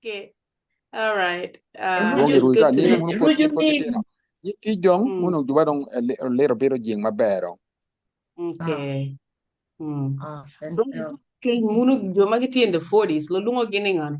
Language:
Acoli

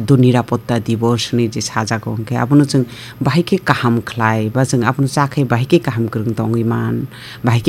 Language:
Kok Borok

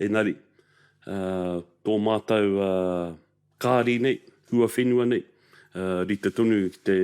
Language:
Māori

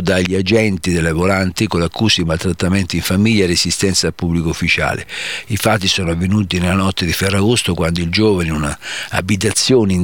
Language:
Italian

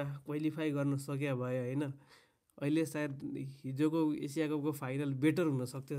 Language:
Nepali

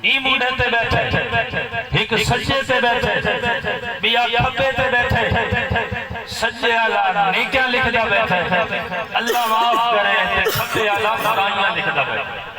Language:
Saraiki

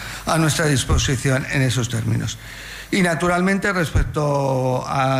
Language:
Spanish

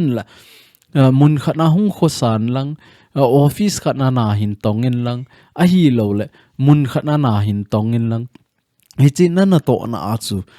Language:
Thado Chin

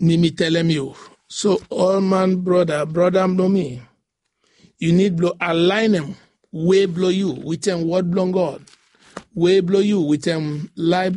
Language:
Bislama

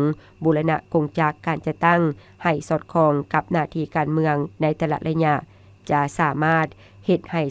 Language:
Lao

